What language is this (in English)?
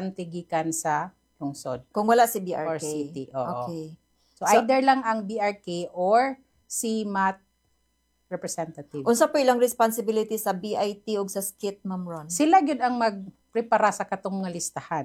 Cebuano